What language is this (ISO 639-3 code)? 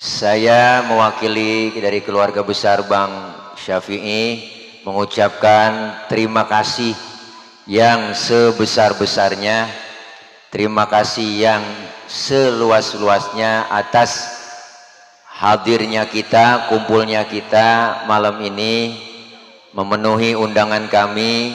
bew